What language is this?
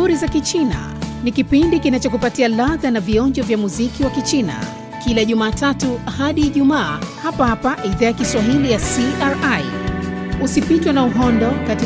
Swahili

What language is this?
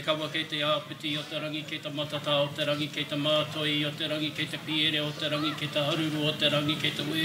Māori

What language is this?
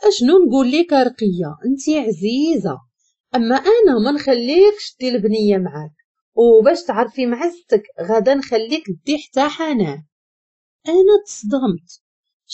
Moroccan Arabic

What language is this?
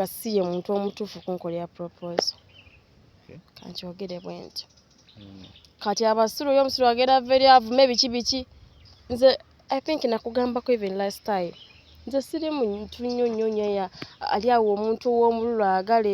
Ganda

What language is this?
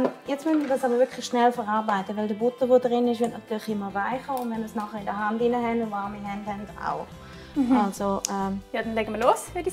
Swiss German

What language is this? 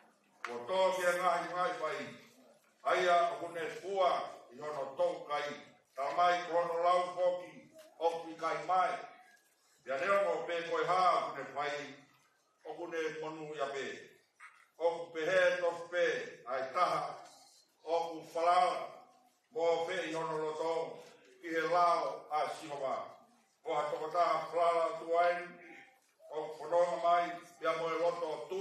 Tongan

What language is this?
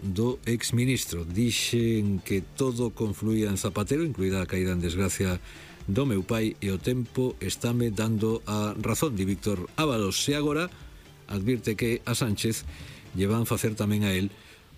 Galician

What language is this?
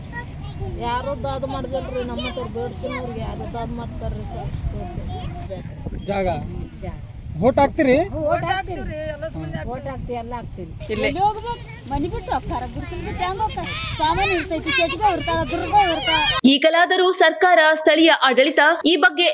Kannada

